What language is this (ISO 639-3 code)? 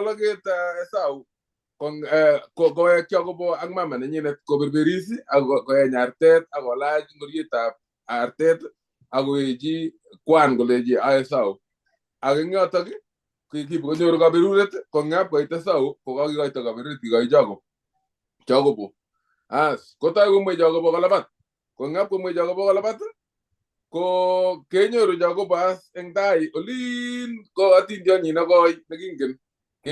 kln